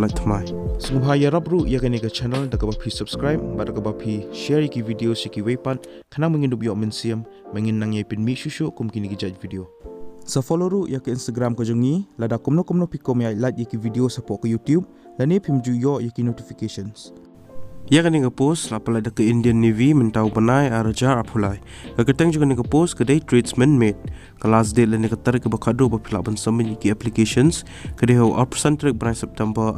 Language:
Khasi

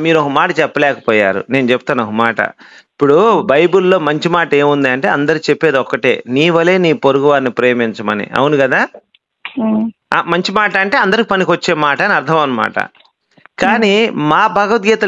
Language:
Telugu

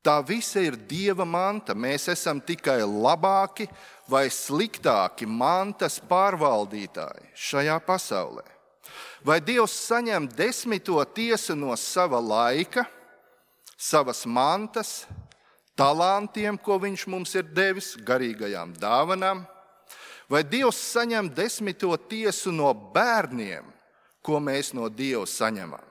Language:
Latvian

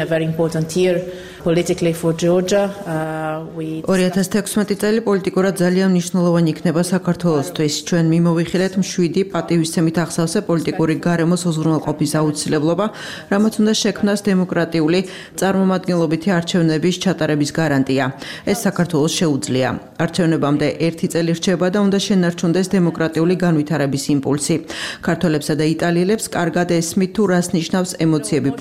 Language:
Georgian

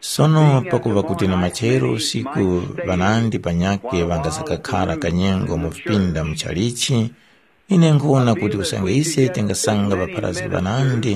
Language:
Tumbuka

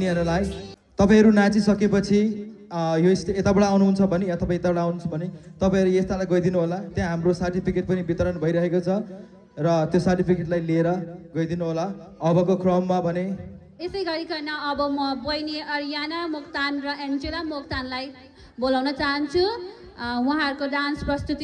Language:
Nepali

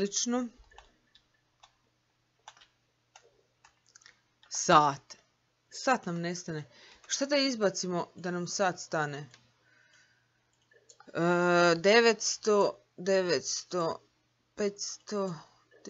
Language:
Croatian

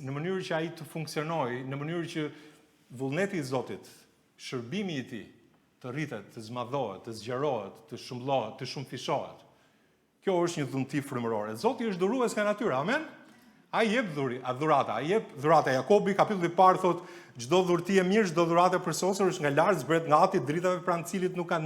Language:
Albanian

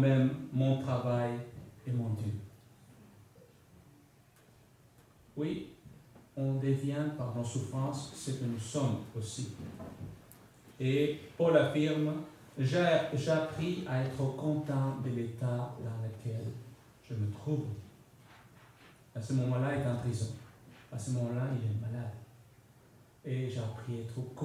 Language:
French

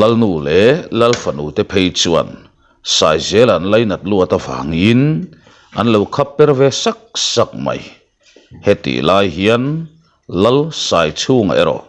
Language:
Mizo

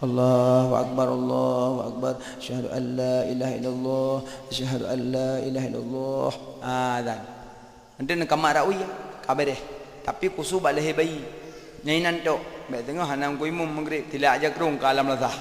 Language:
Achinese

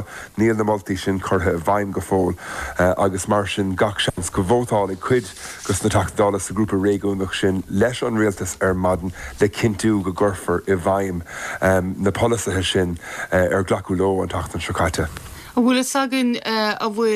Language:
Irish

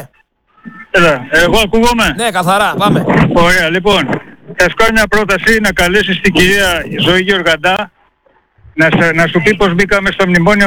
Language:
Greek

